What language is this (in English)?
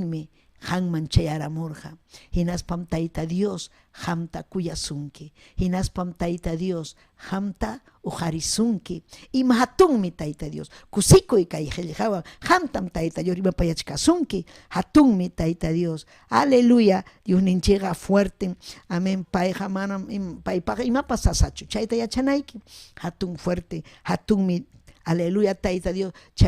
Ayacucho Quechua